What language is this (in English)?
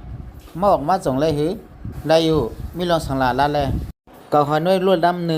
Shan